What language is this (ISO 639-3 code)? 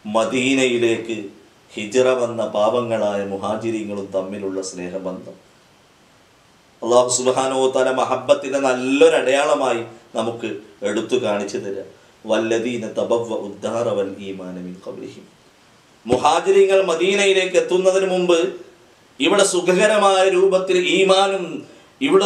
mal